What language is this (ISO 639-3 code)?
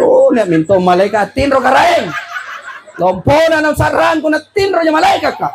mak